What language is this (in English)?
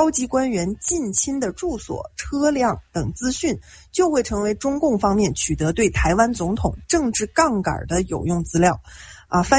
Chinese